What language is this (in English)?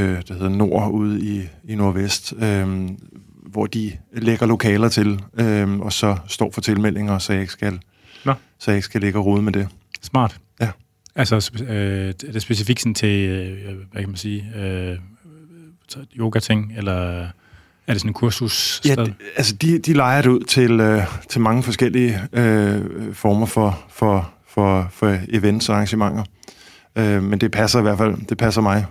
Danish